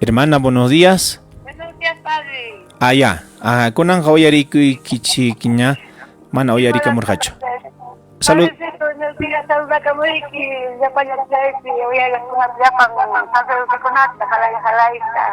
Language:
Ayacucho Quechua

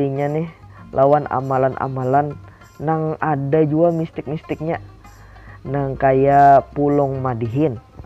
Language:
Banjar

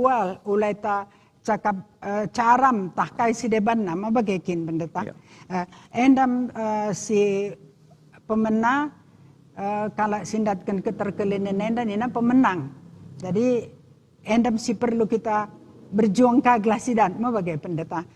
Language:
Batak Karo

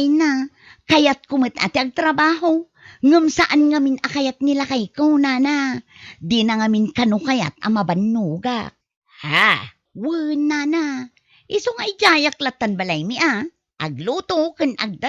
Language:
Iloko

